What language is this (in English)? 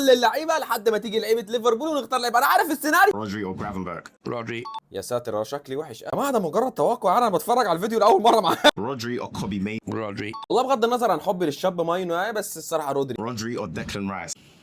Egyptian Arabic